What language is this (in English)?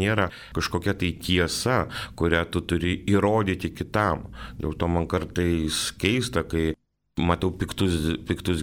Lithuanian